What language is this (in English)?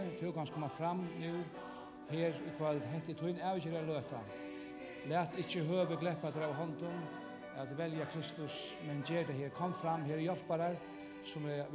Faroese